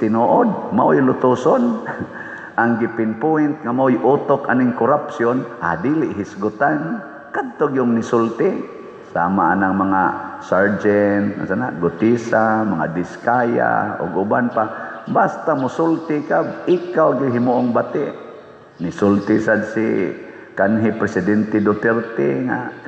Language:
Cebuano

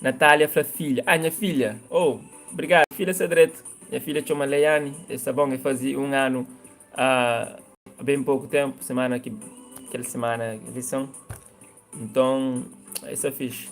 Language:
Kabuverdianu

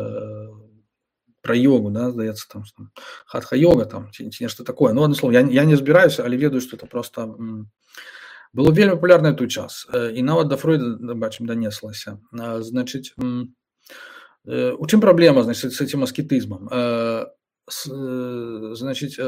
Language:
Belarusian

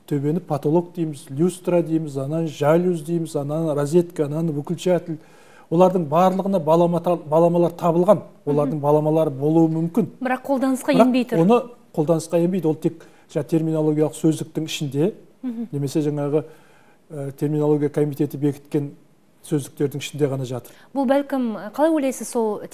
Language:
Kazakh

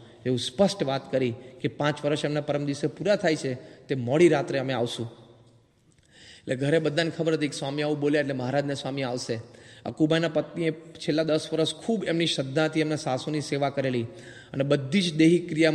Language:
Gujarati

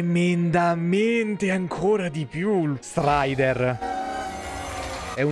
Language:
Italian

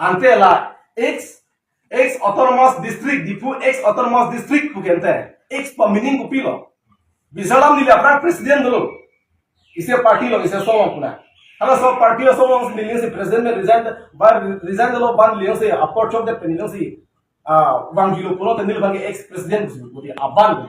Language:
Karbi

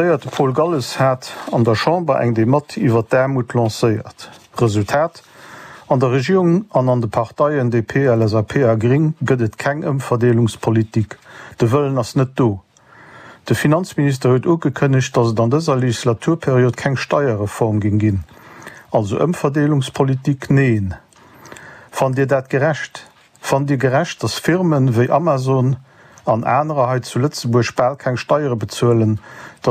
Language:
Luxembourgish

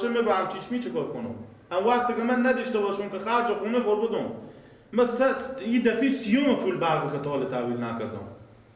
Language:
Persian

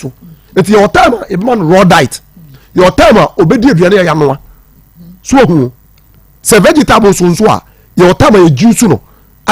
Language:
Akan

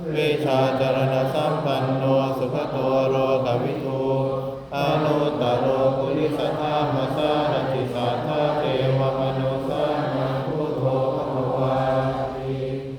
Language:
Pali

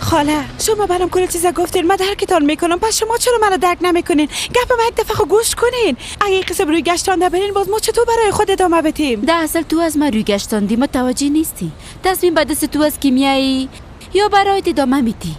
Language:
Persian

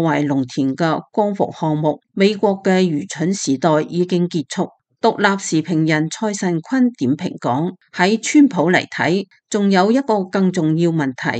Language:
Cantonese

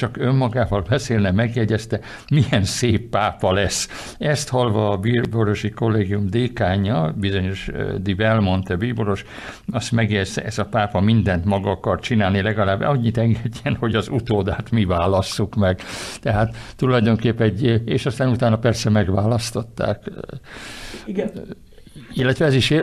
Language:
Hungarian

